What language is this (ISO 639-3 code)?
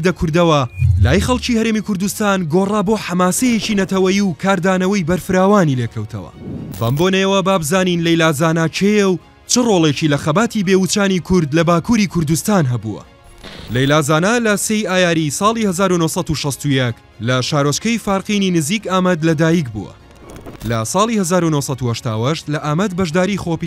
ckb